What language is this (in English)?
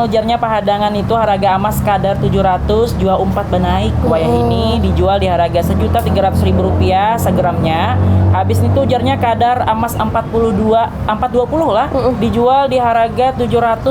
Banjar